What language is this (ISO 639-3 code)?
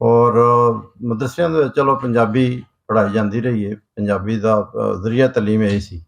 lah